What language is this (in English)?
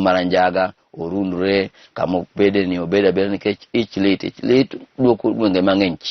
Luo (Kenya and Tanzania)